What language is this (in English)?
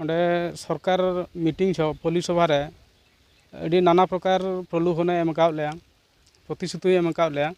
Santali